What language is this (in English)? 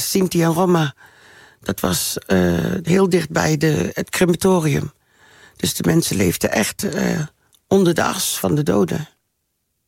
Dutch